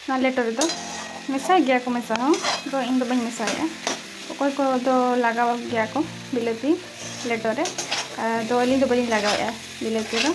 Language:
Santali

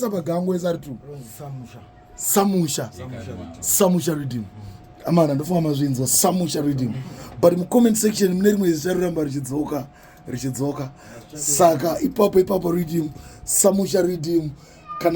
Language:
Shona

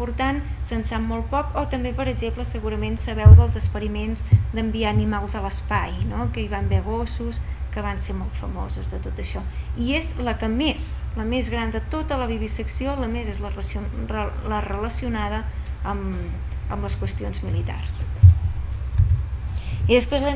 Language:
Catalan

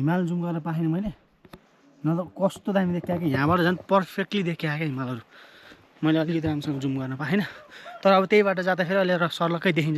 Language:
Nepali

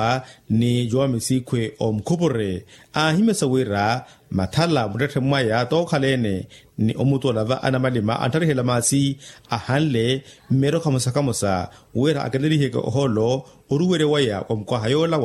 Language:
Makhuwa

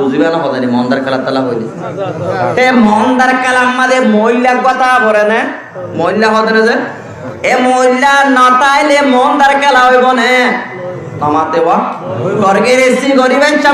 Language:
Rohingya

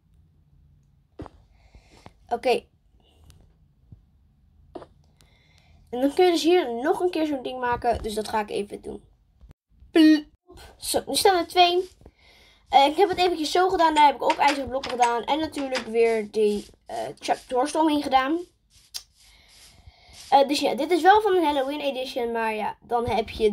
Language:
Dutch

